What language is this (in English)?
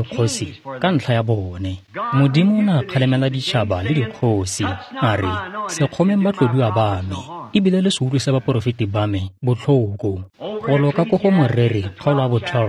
Tswana